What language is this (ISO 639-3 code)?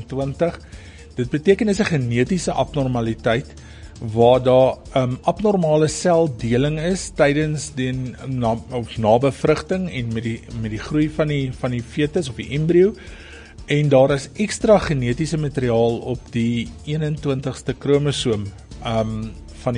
afr